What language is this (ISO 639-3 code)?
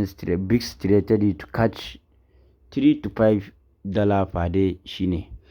hau